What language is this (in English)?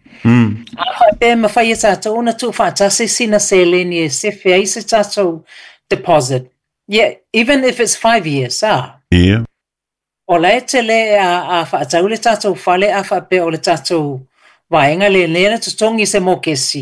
Samoan